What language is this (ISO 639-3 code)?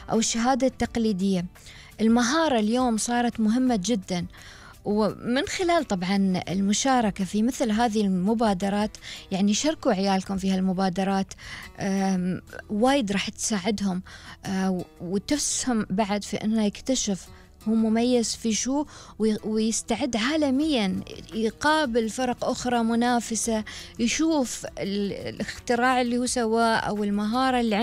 afb